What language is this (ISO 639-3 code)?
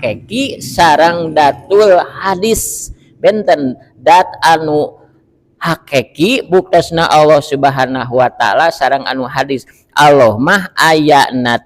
sun